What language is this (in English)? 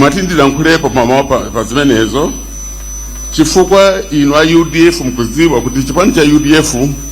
Nyanja